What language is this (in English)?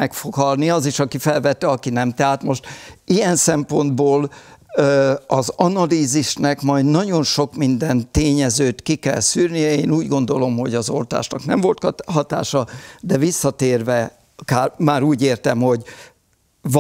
Hungarian